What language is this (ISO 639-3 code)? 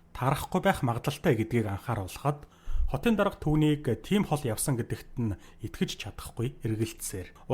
mon